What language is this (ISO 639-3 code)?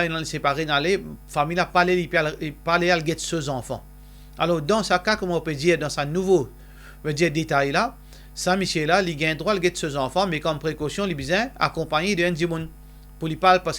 mfe